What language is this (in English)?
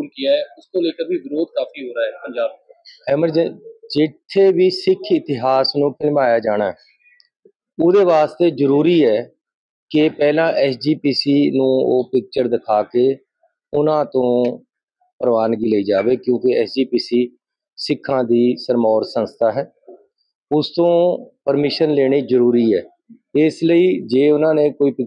Punjabi